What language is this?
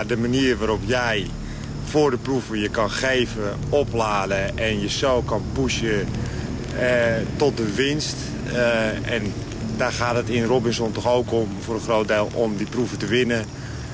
Dutch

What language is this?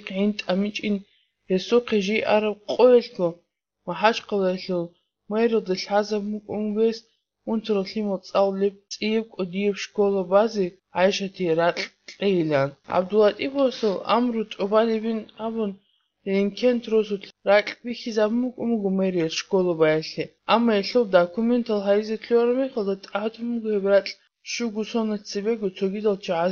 Avaric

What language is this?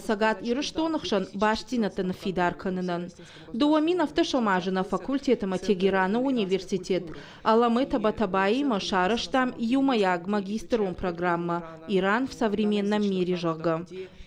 Ossetic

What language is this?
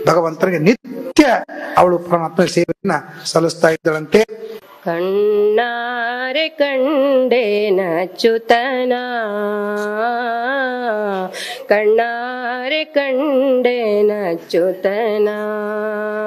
Kannada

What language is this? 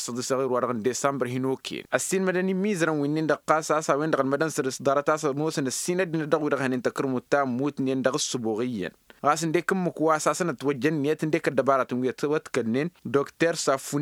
Tamasheq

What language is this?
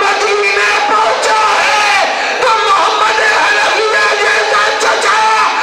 Urdu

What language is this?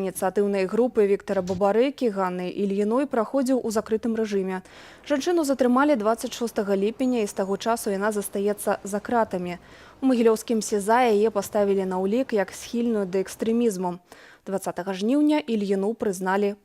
Belarusian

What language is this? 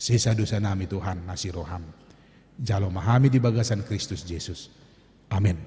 Batak Toba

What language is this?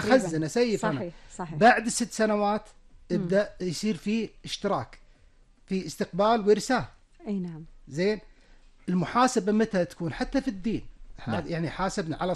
Gulf Arabic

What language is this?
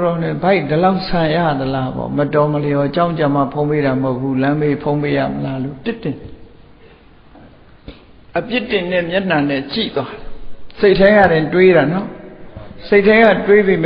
Burmese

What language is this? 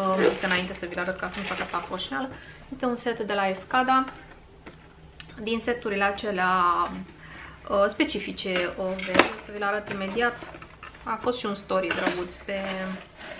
Romanian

